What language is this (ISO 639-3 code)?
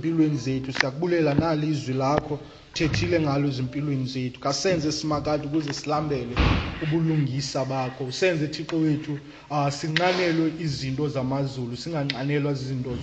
xho